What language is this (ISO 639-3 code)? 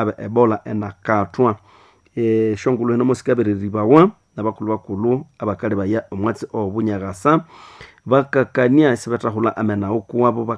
nnb